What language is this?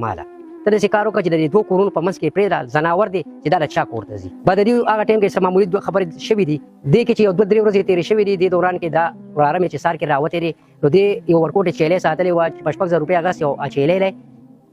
Pashto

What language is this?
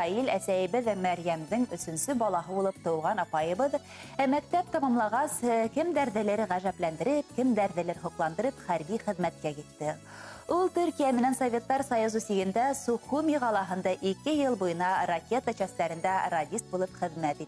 Bashkir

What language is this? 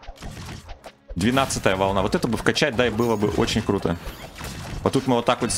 Russian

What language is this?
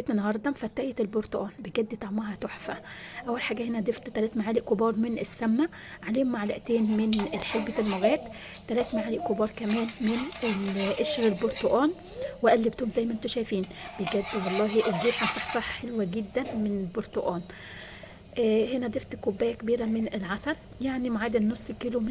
Egyptian Arabic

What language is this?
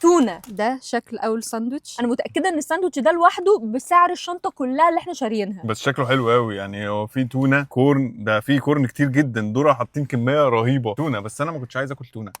Egyptian Arabic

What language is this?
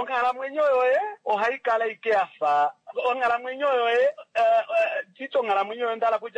Kuanyama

